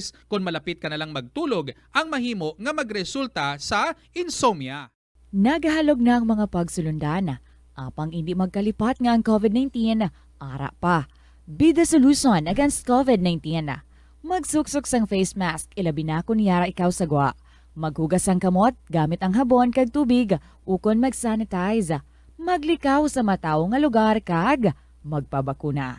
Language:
Hiligaynon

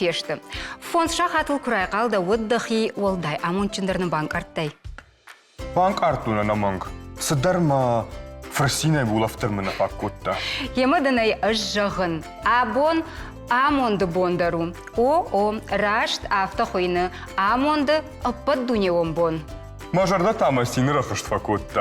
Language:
Ossetic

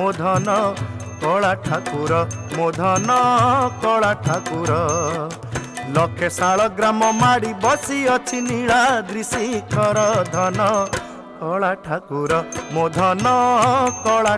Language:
Odia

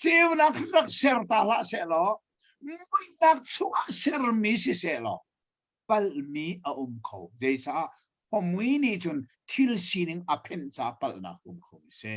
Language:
Hakha Chin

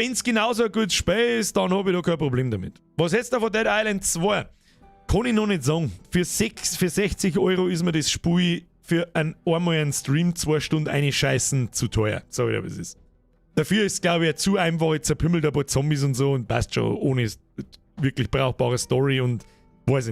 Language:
Bavarian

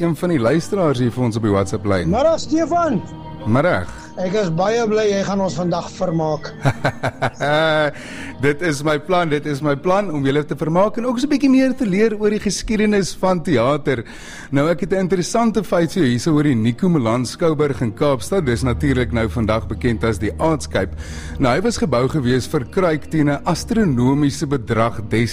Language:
Afrikaans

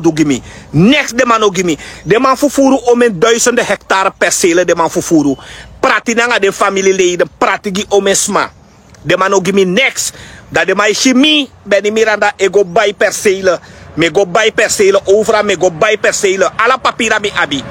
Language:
Sranan Tongo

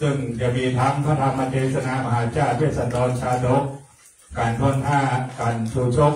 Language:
Pali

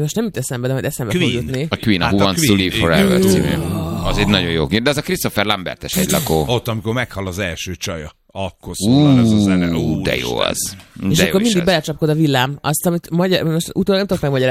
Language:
Hungarian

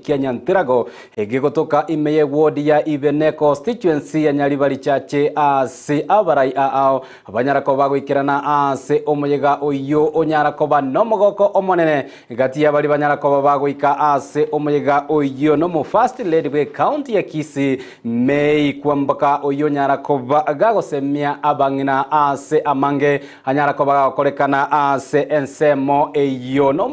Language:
Gusii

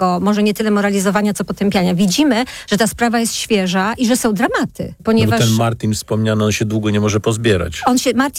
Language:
Polish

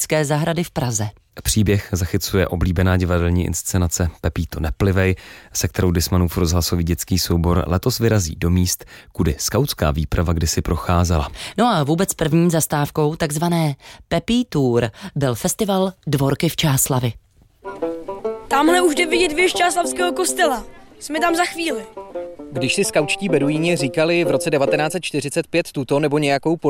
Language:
Czech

